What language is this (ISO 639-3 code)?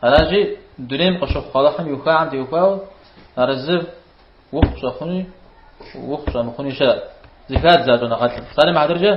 kbd